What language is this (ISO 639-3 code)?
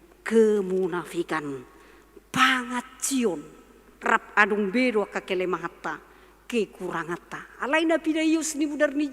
bbc